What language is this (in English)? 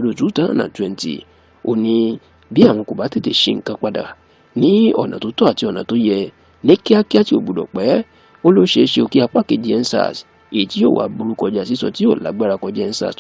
Yoruba